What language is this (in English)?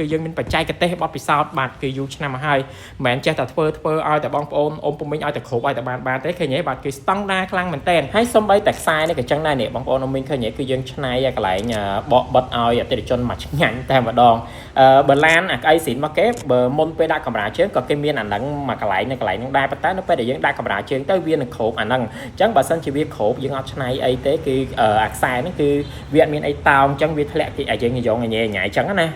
Khmer